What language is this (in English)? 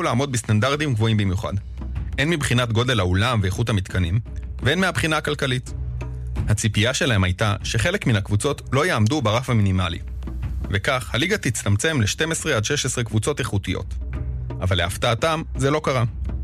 Hebrew